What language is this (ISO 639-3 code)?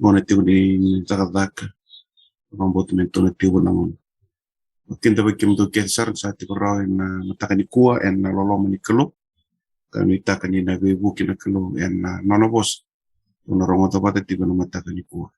fij